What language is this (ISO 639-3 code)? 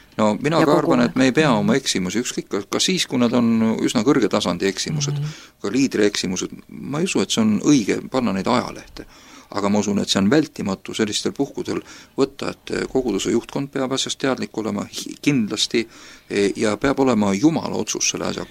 est